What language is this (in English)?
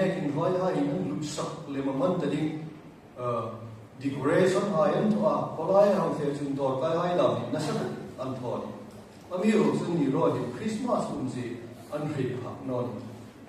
Hmar